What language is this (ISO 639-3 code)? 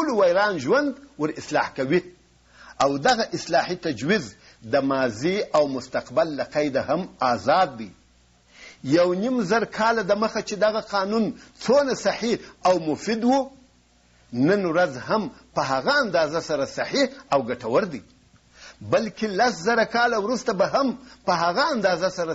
pus